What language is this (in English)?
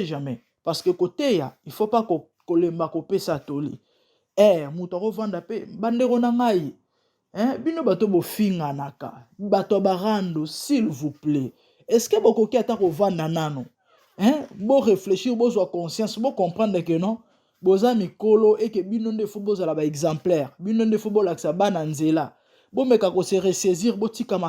Lingala